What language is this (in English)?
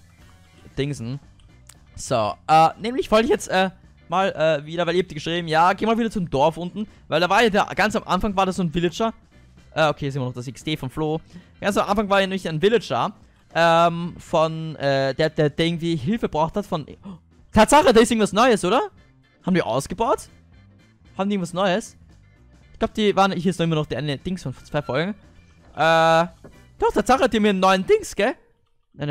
German